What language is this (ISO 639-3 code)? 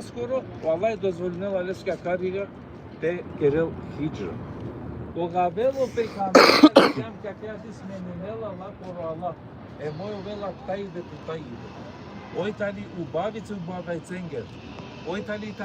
rmn